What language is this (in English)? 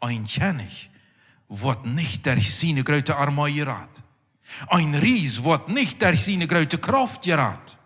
Plautdietsch